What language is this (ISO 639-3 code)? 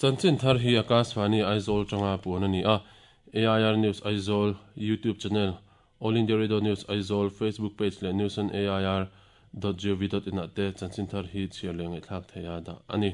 lus